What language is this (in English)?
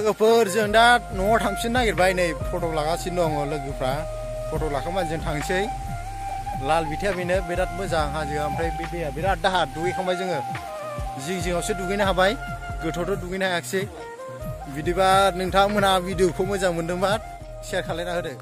Bodo